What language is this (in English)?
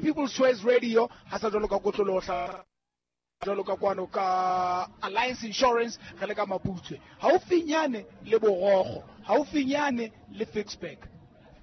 Southern Sotho